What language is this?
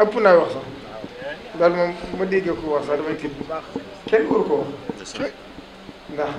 Wolof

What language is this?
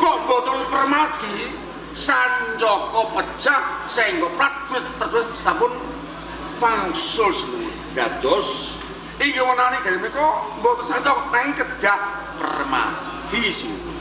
Javanese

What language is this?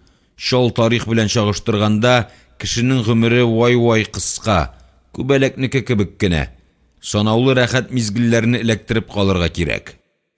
Tatar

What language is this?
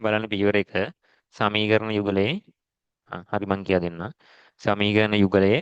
Sinhala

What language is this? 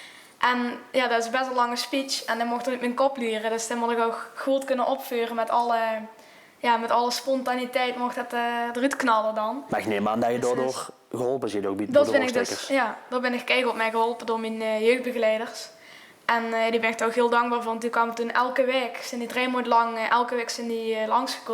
Limburgish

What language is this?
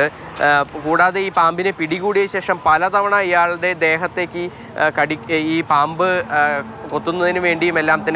Malayalam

